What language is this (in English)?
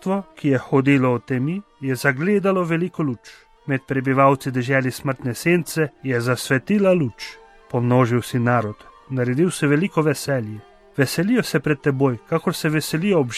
Slovenian